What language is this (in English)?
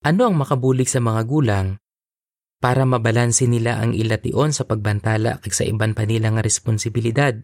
Hiligaynon